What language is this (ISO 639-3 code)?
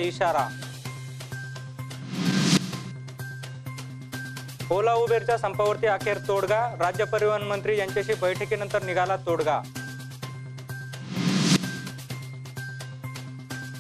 mar